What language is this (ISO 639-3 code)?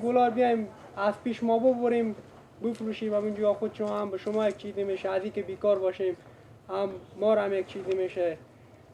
fas